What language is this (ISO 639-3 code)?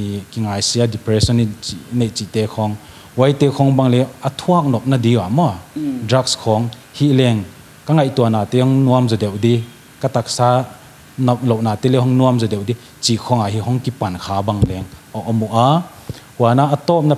pck